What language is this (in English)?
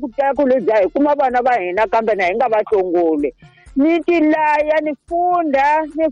Tsonga